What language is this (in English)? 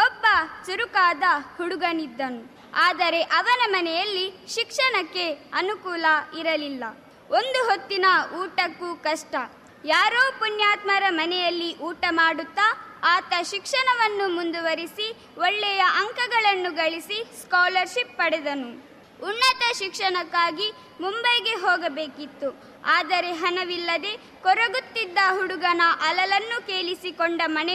Kannada